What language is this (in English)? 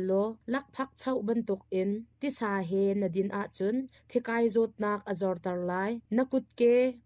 Hakha Chin